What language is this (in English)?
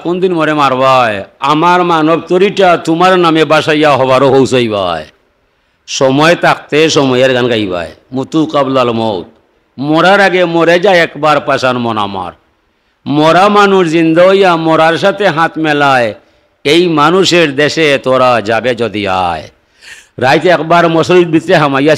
Sylheti